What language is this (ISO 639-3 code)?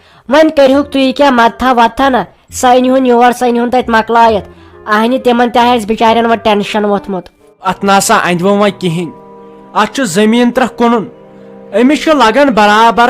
kas